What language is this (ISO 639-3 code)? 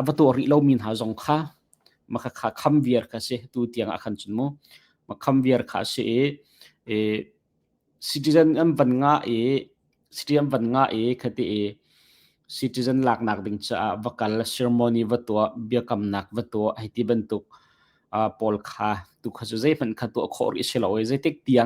cnh